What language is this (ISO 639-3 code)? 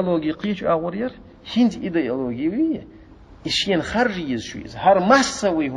che